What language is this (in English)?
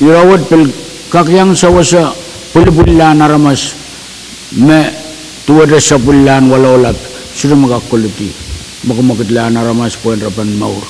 Pohnpeian